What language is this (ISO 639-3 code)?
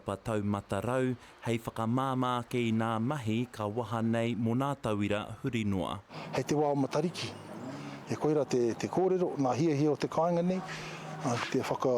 mri